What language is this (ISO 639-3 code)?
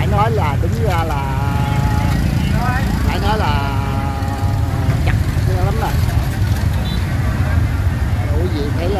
vie